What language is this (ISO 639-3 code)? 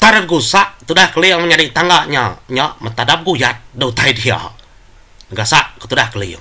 iba